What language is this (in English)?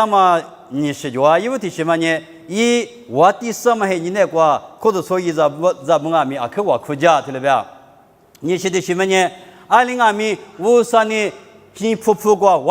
Lisu